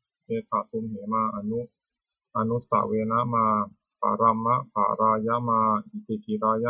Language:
Pali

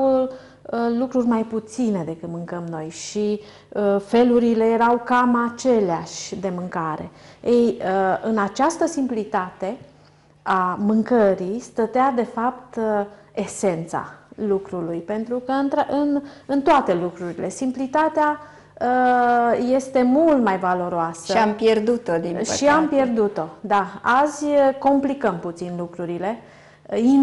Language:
Romanian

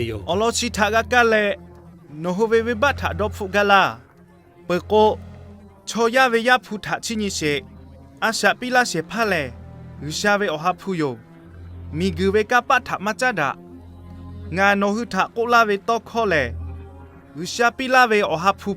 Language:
Lahu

